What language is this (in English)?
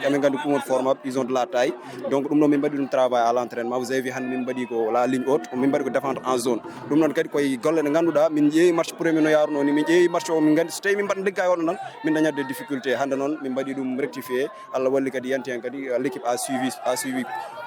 Fula